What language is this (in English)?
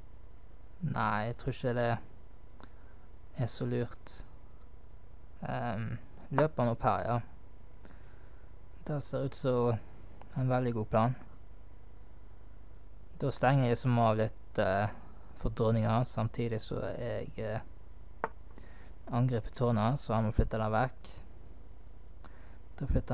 Norwegian